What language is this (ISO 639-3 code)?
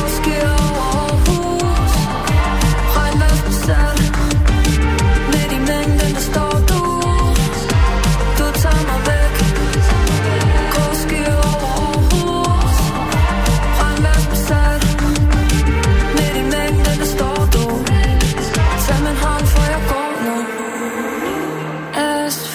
dan